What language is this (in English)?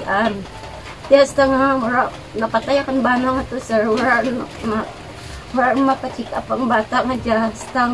Kinaray-a